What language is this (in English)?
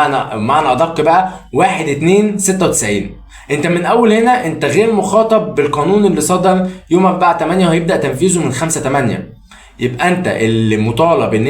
Egyptian Arabic